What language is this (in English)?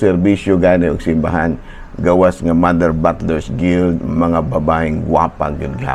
Cebuano